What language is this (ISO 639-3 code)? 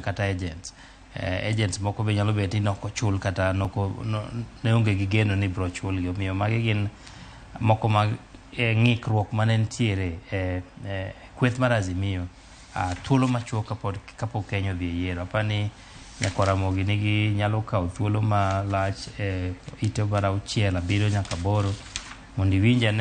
luo